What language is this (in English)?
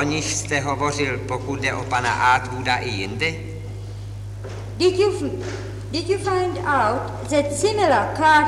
Czech